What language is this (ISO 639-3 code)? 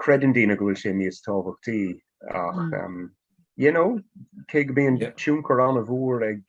gle